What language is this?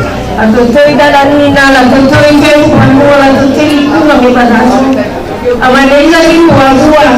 Nias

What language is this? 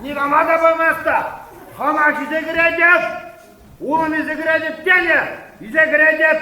Chuvash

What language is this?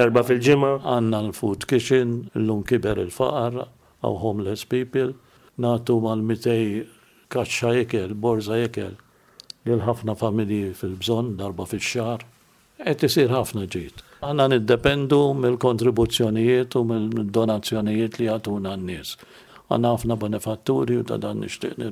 Maltese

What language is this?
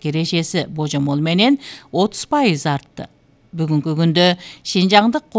Kyrgyz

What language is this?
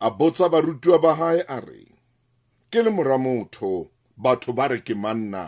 Southern Sotho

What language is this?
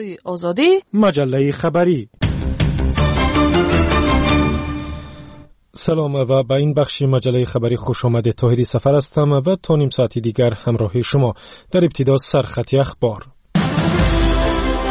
Persian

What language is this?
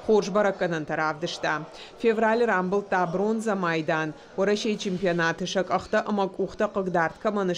Ossetic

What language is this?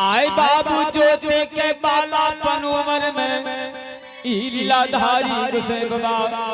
Angika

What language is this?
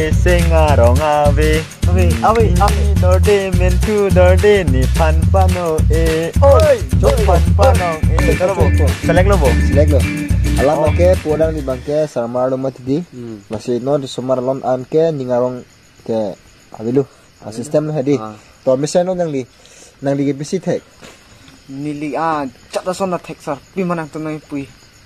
Karbi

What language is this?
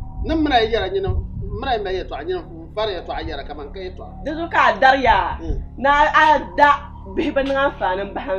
Dagbani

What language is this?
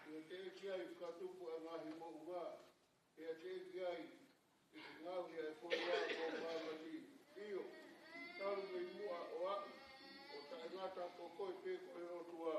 Tongan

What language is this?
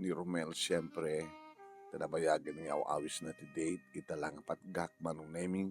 Iloko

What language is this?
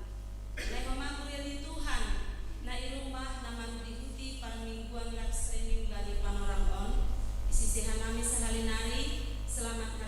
Batak Simalungun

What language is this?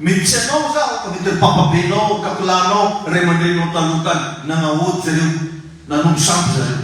Malagasy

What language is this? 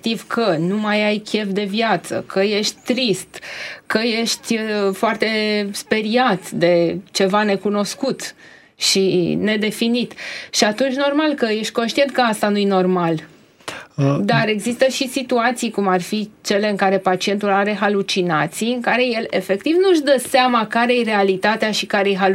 Romanian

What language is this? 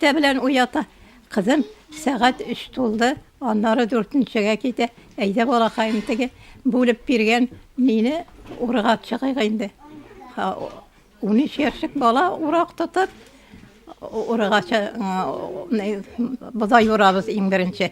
Tatar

